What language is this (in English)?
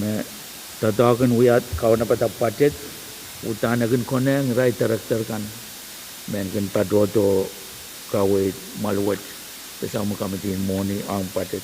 Pohnpeian